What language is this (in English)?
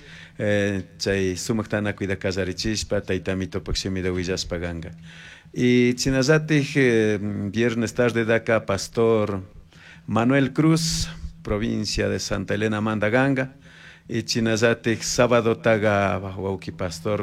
Chimborazo Highland Quichua